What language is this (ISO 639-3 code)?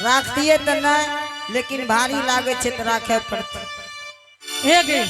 anp